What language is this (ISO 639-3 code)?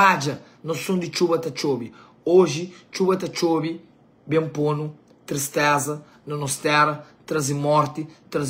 kea